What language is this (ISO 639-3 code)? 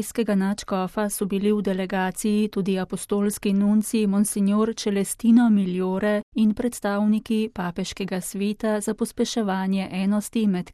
slv